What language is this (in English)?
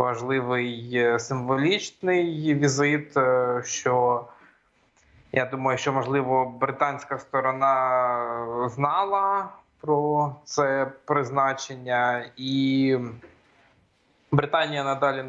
Ukrainian